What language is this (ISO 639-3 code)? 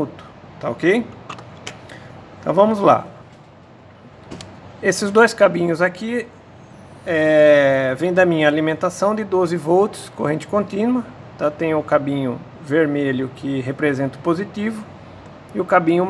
por